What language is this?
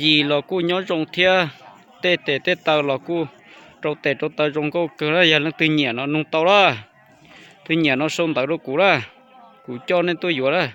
Hmong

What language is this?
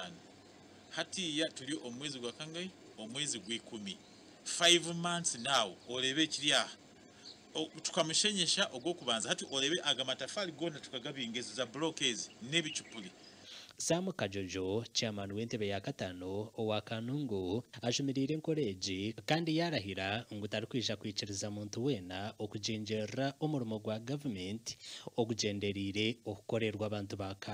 Nyankole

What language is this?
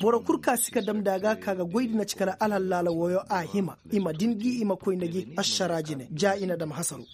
Koyraboro Senni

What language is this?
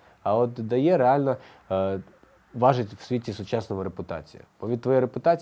Ukrainian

